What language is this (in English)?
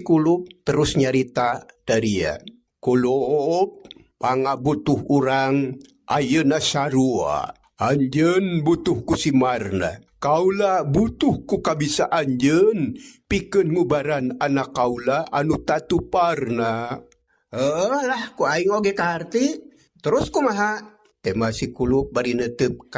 Sundanese